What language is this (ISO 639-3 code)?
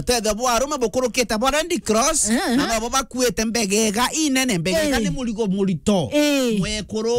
mer